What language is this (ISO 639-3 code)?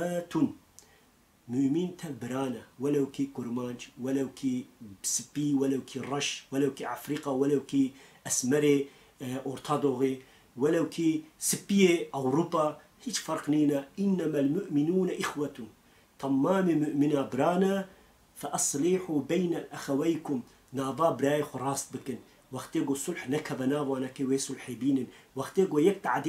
kur